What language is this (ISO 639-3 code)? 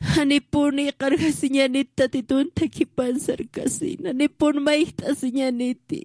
aym